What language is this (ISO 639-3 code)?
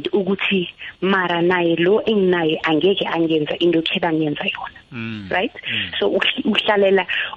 nbl